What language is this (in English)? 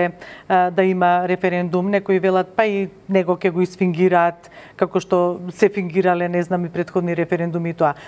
Macedonian